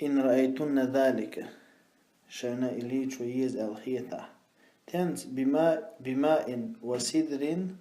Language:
Chechen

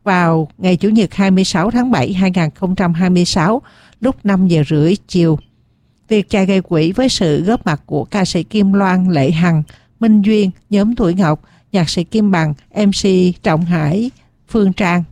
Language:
Vietnamese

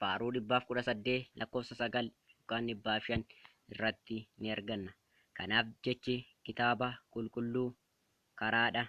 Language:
Oromo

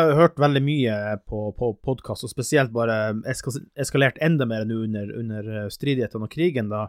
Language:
Norwegian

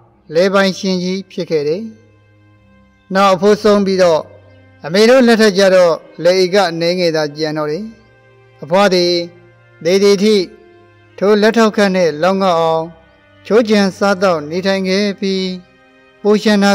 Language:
Burmese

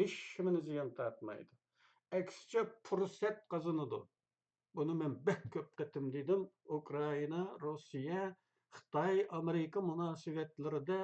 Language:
Uyghur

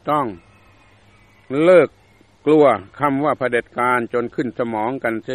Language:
Thai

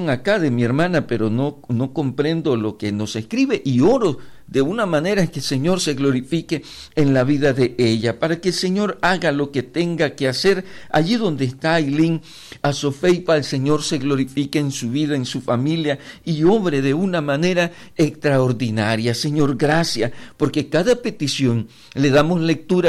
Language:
Spanish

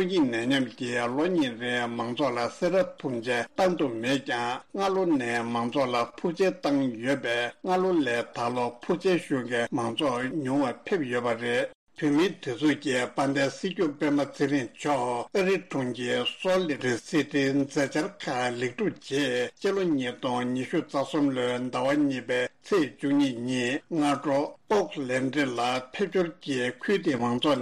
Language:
Tibetan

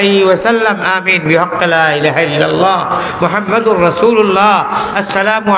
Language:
Sylheti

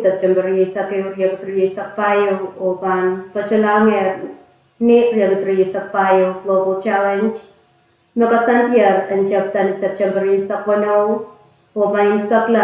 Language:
Pohnpeian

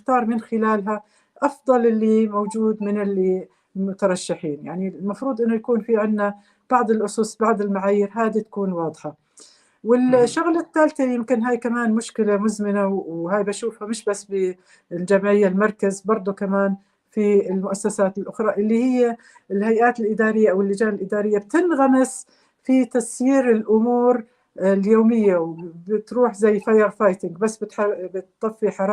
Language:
North Levantine Arabic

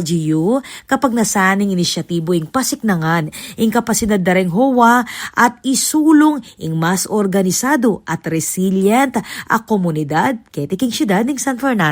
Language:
Pampanga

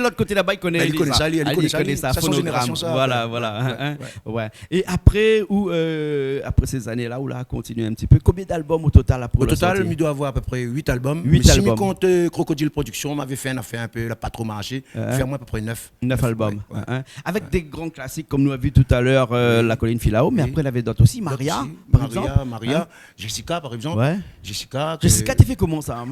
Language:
Réunion Creole French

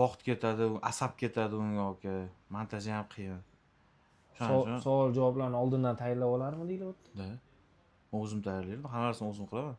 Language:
Uzbek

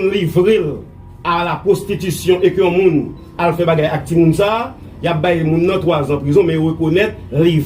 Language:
Haitian Creole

